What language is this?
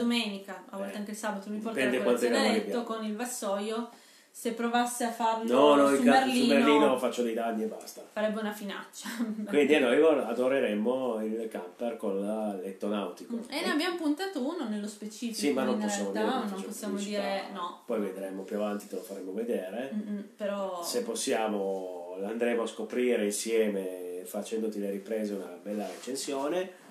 Italian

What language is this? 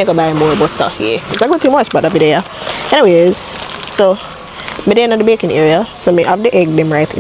Jamaican Creole English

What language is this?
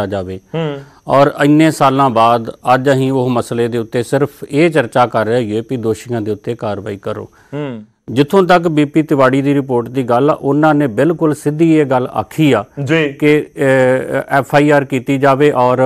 Punjabi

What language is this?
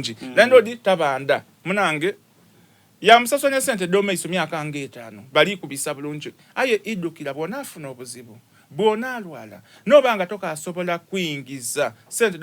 Soga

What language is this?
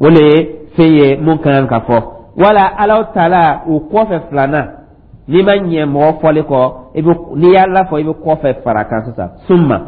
Dyula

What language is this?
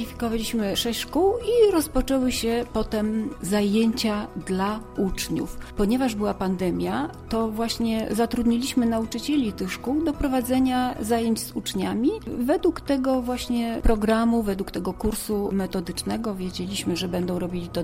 Polish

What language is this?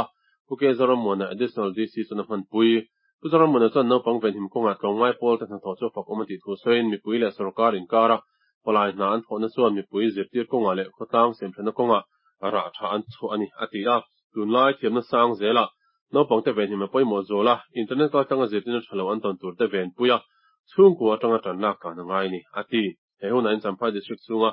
Mizo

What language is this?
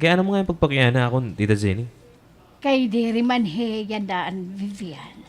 Waray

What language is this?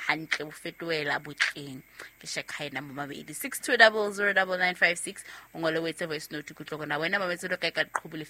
Southern Sotho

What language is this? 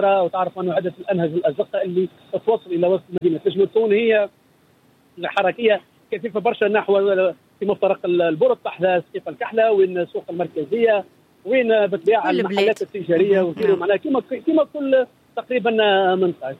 Tunisian Arabic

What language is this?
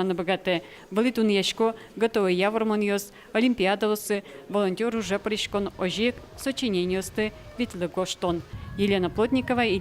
Udmurt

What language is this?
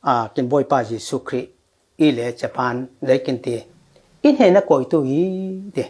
Falam Chin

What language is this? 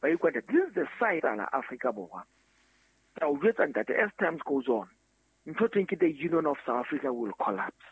Southern Sotho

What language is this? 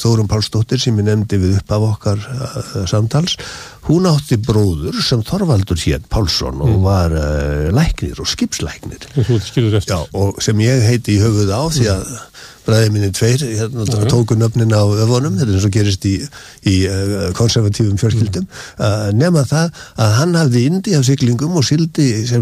Icelandic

